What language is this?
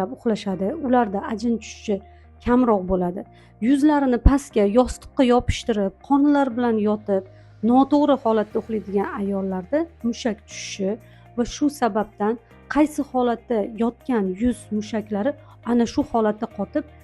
Uzbek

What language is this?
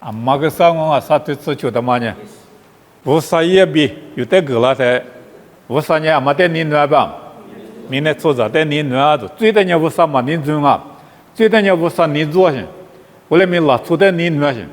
Lisu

